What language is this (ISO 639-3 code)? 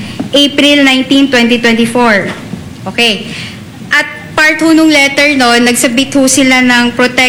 fil